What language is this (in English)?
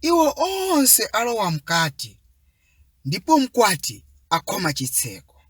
Nyanja